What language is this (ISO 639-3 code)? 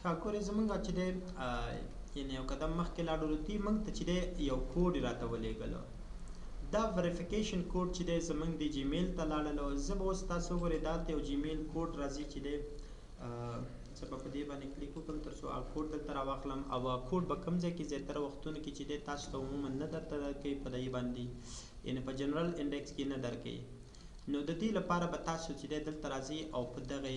pus